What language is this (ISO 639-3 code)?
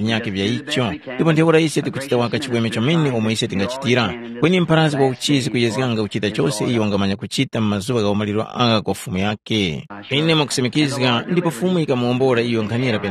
tum